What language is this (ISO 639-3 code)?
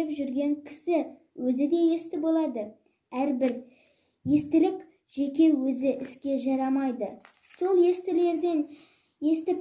kaz